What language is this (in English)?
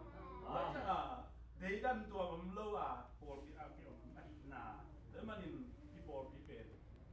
Tedim Chin